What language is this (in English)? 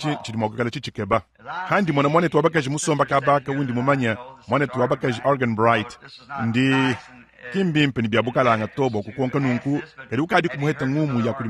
Luba-Lulua